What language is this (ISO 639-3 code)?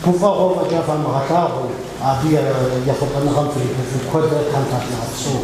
kbd